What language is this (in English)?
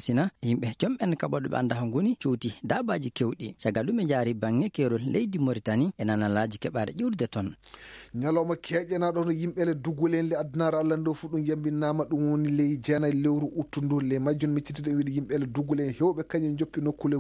Maasina Fulfulde